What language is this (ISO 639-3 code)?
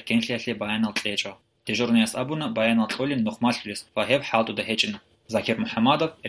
ava